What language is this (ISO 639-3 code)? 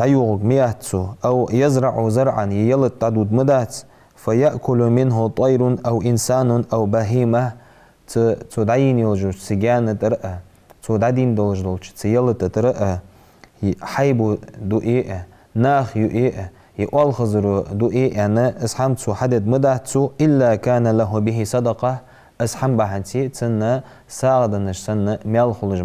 inh